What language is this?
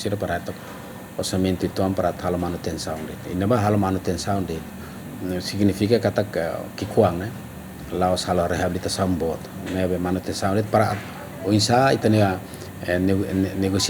Tetum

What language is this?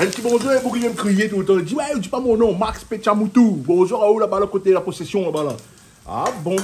Réunion Creole French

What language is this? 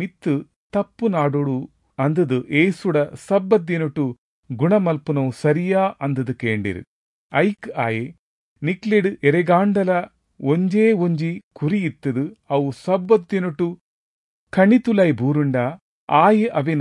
Tulu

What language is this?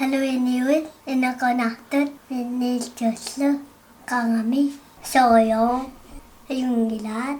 Kalaallisut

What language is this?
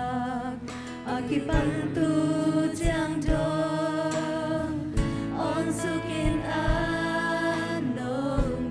Tedim Chin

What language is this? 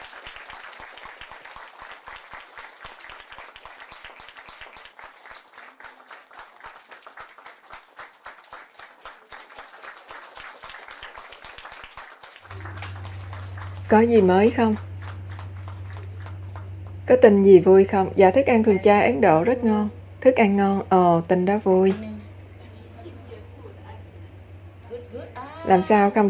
Vietnamese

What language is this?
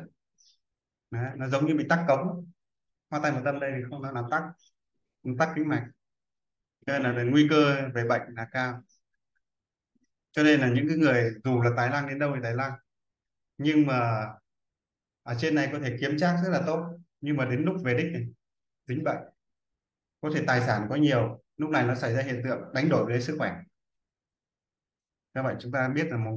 Vietnamese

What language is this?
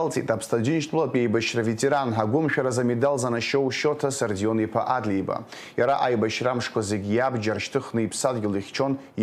Abkhazian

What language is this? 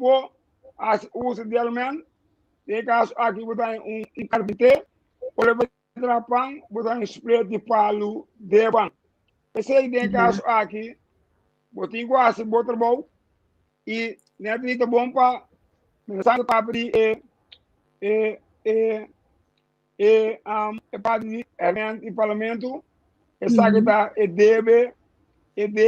Papiamento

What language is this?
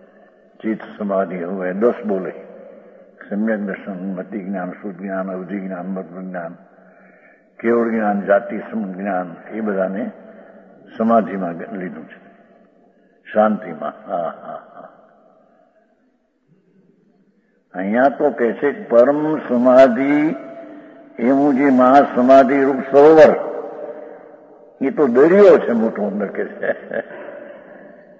Gujarati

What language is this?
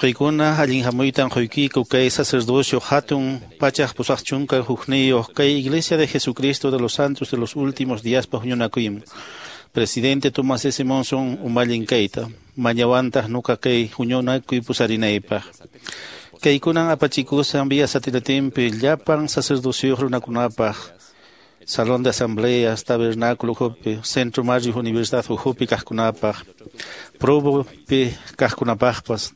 Quechua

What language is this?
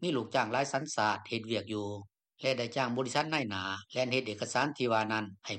Lao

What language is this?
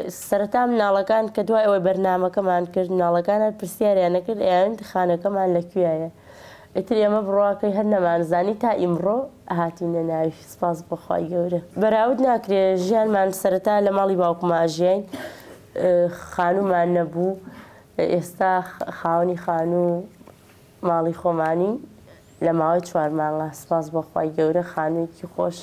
Central Kurdish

